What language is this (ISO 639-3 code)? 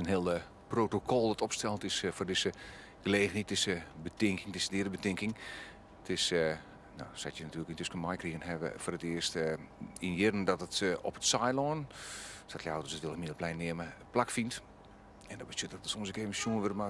fry